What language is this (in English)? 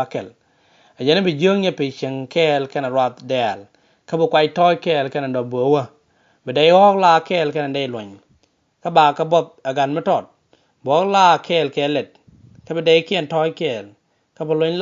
Nuer